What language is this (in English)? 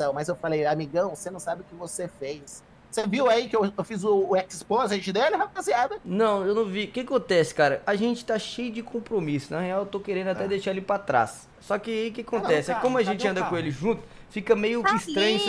Portuguese